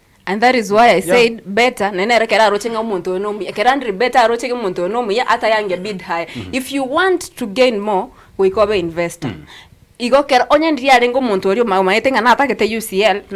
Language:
Gusii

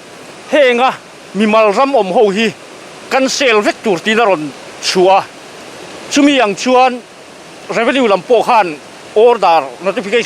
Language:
Mizo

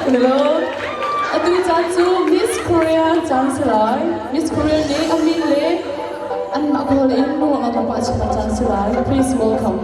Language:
Hakha Chin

